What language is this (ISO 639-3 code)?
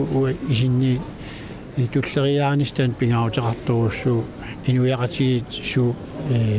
kal